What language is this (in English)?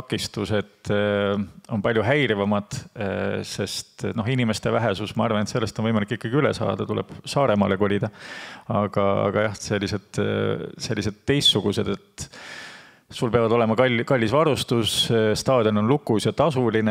Estonian